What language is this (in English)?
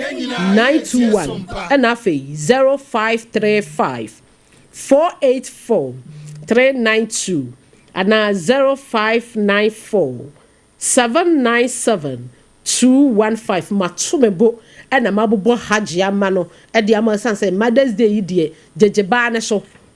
Akan